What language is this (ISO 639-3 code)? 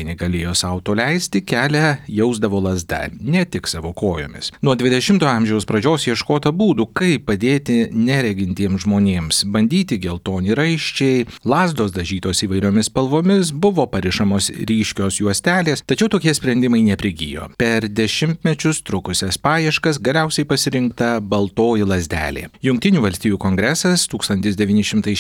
lit